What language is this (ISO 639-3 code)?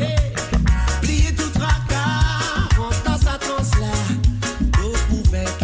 mfe